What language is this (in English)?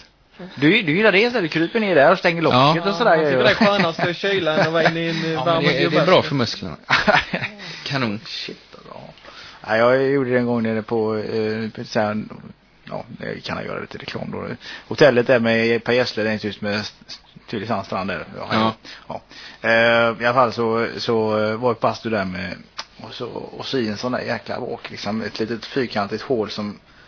Swedish